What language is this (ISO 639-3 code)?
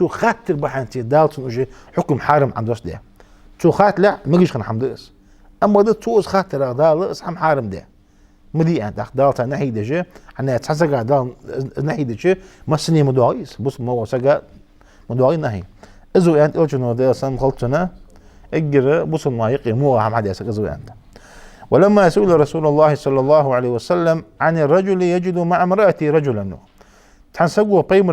inh